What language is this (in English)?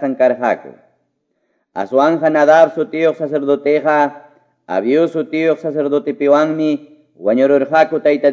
Quechua